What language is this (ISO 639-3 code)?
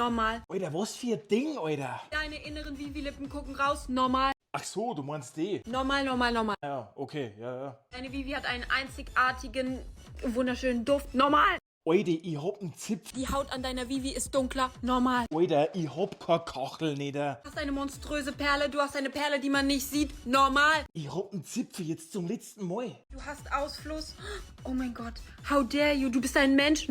bar